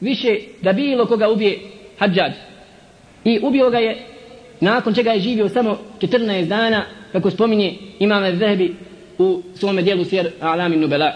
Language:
Bosnian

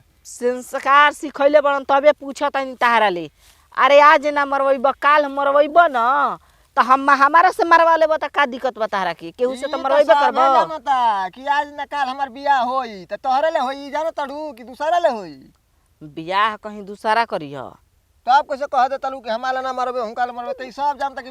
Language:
Bhojpuri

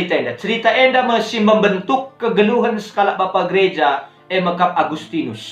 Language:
Batak Karo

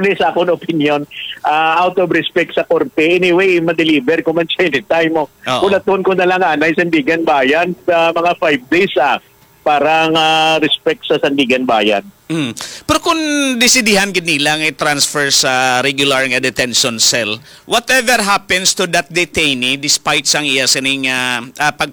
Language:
Hiligaynon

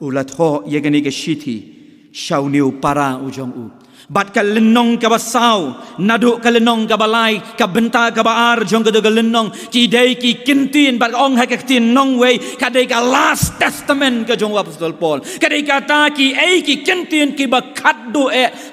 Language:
Khasi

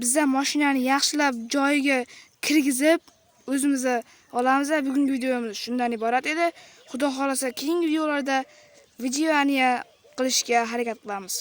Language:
Uzbek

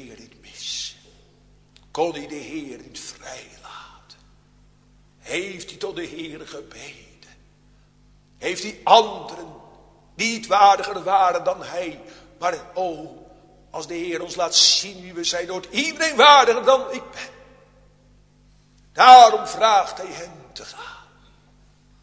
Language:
Dutch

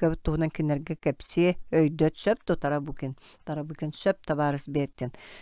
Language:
Yakut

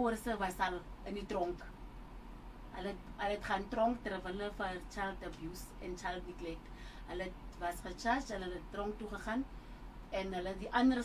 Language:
Afrikaans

